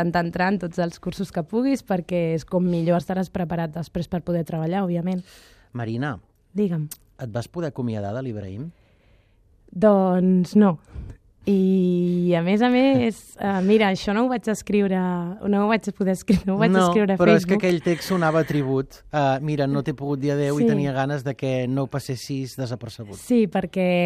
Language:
Catalan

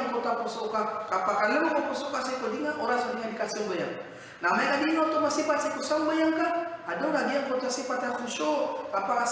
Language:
Maranao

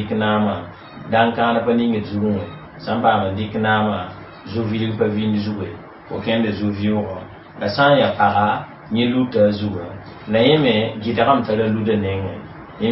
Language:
Mossi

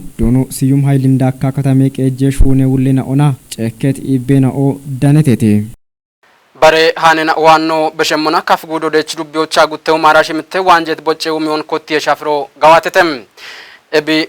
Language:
Kafa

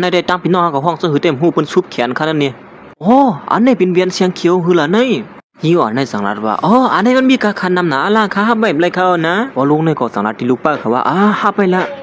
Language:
Shan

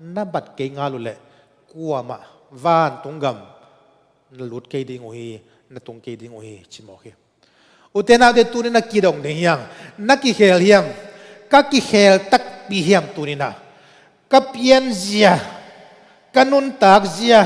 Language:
Tedim Chin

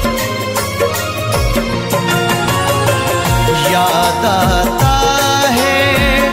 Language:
Hindi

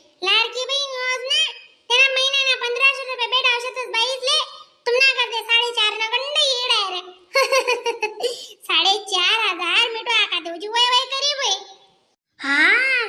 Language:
Khandesi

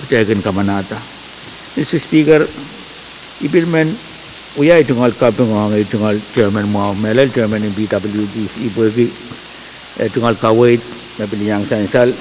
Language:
Pohnpeian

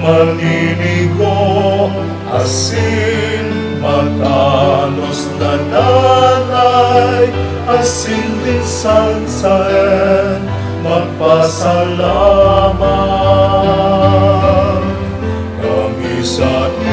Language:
Bikol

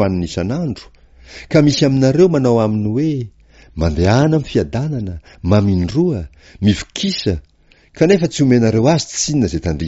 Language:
Malagasy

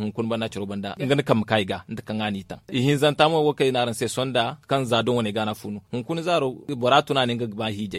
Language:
Zarma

